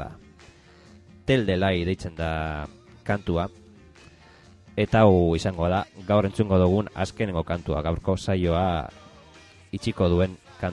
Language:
Basque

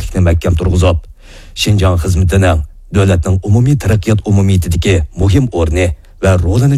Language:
Uyghur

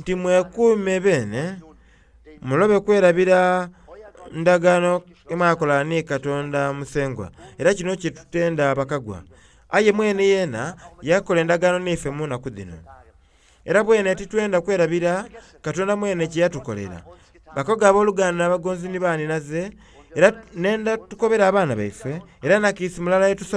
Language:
Soga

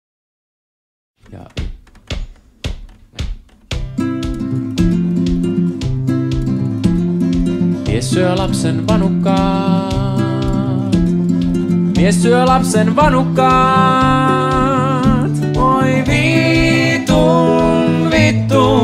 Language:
Finnish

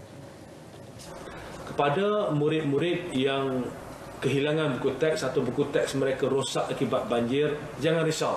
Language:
Malay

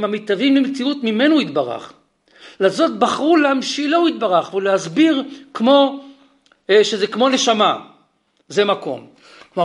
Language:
Hebrew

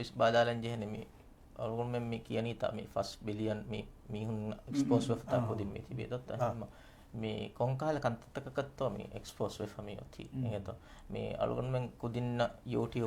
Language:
Divehi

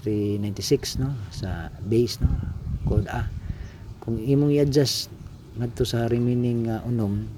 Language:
Cebuano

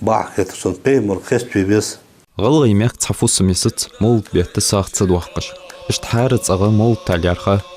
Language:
Ingush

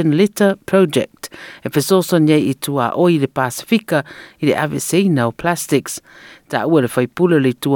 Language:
Samoan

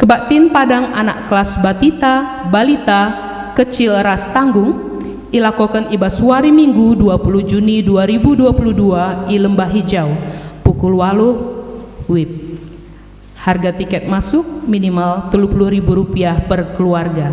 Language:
Batak Karo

